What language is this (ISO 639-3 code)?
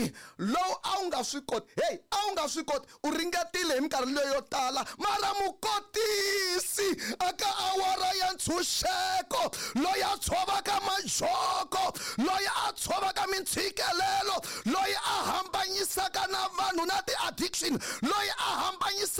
tso